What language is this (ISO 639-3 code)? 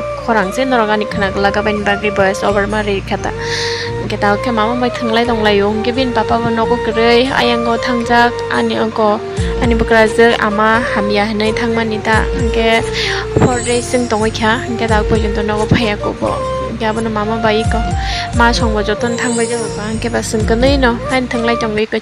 trp